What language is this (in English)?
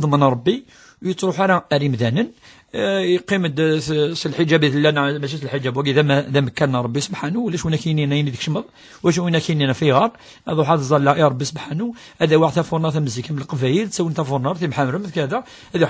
Kabyle